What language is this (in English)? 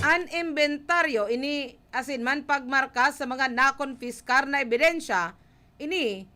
Bikol